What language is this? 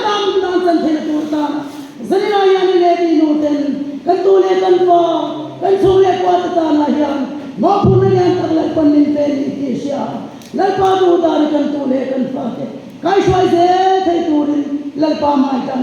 Mizo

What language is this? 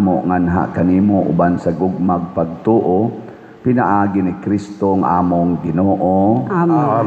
Cebuano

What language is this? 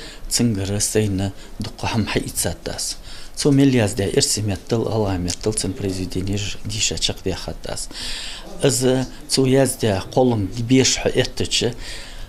Ingush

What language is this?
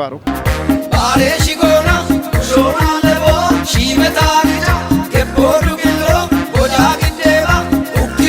Kafa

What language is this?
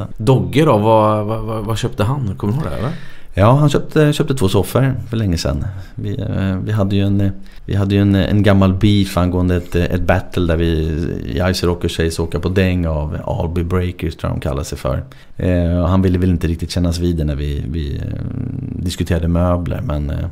Swedish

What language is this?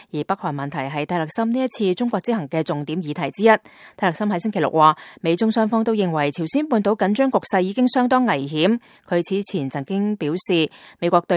Cantonese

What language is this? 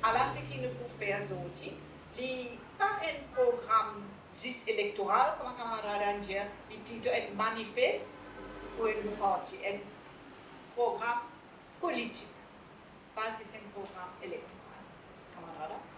Morisyen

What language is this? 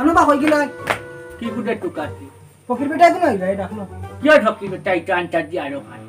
Sylheti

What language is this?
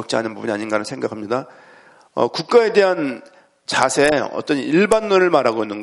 Korean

